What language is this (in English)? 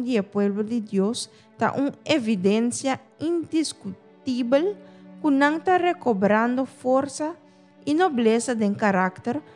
Papiamento